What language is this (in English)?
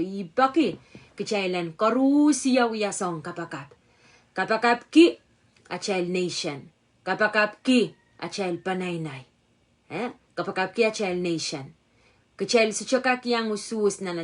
Pohnpeian